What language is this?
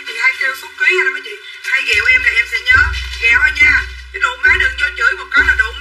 Vietnamese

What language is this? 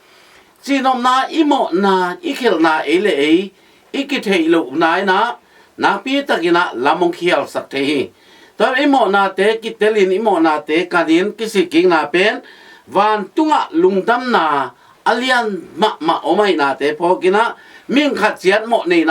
Tedim Chin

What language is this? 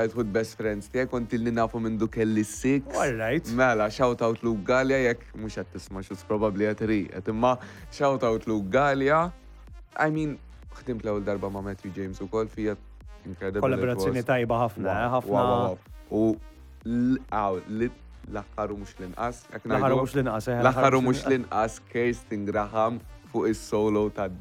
Maltese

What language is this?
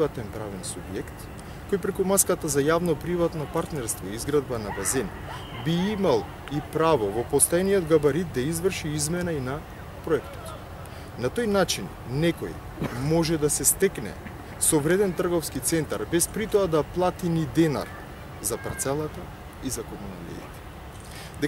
Macedonian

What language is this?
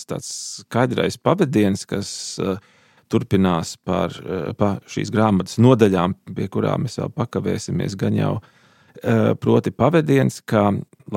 Latvian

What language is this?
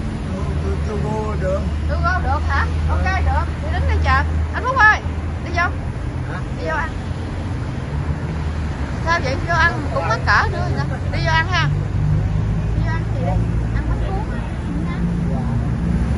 Vietnamese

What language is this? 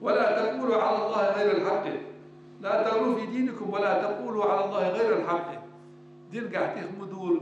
Ingush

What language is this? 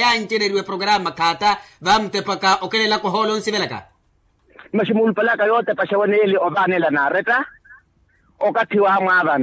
Makhuwa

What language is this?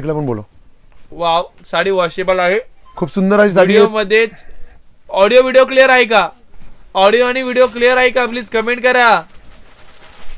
Marathi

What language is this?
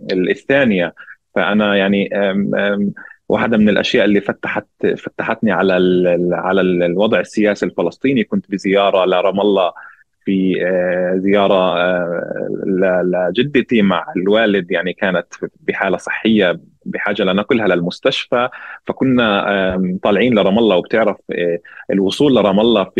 North Levantine Arabic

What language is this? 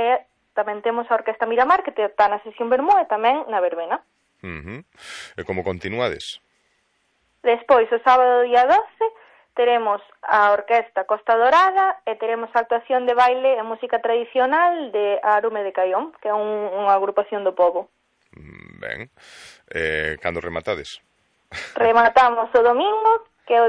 Galician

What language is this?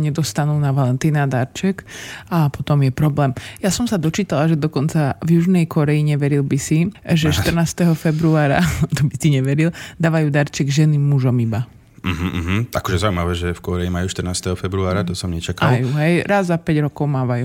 Slovak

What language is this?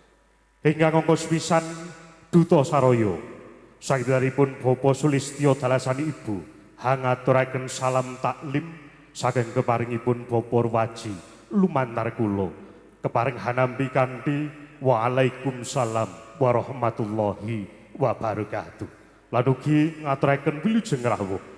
Javanese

